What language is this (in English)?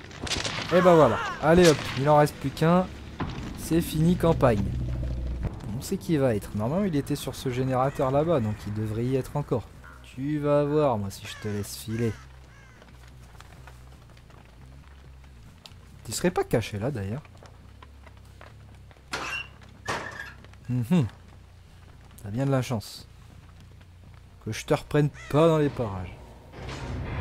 French